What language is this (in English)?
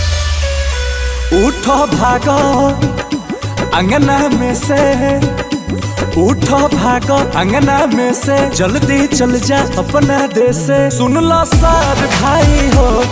Bhojpuri